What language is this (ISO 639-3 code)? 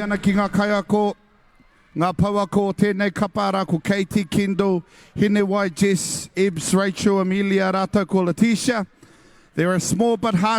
mri